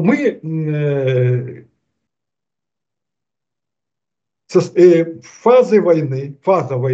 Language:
Russian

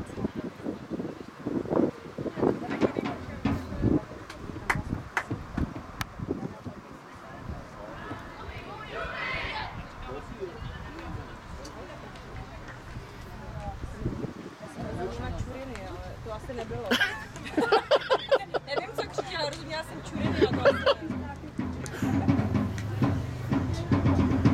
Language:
Czech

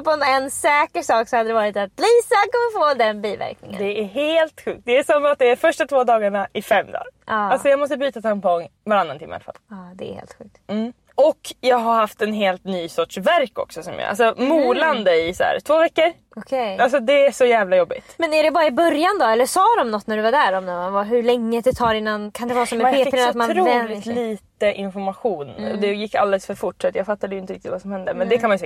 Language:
Swedish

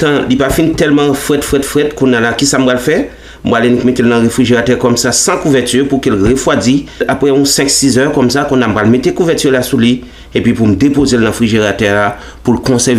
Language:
Haitian Creole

